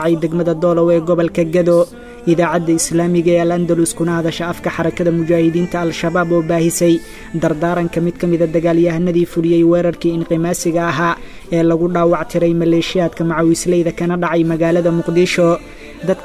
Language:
Somali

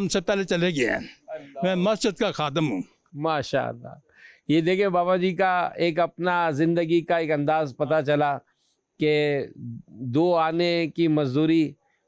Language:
Urdu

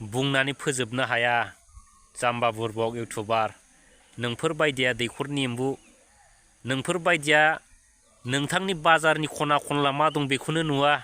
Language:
Bodo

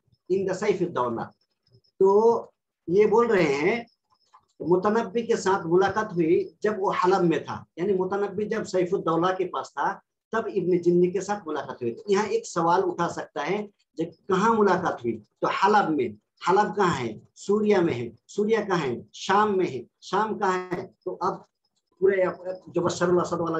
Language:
Urdu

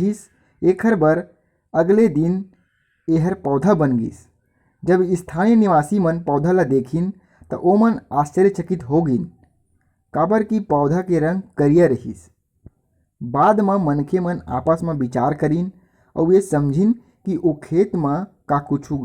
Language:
Chhattisgarhi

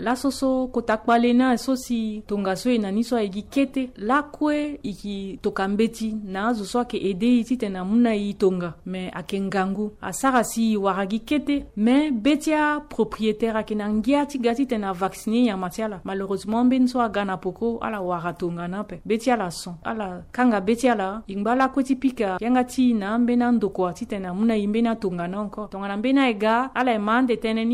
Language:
Sango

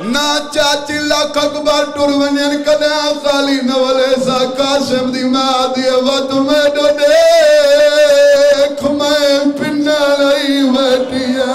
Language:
Saraiki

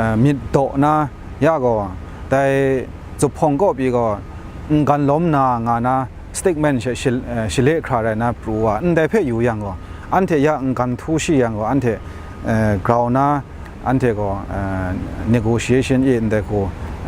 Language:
Kachin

